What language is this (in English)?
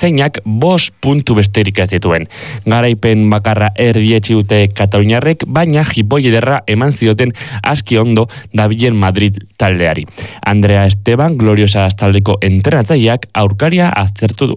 Basque